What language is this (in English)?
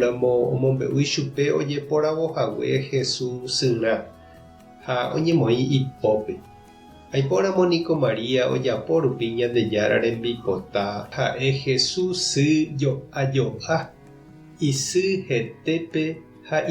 Guarani